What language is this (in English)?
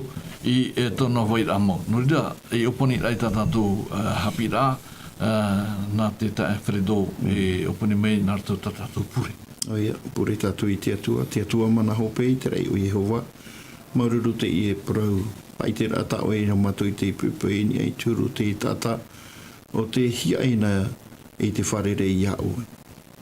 Tahitian